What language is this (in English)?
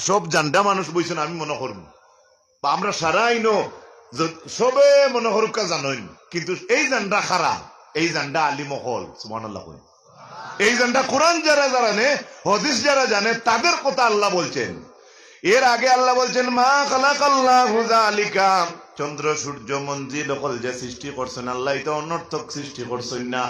Sylheti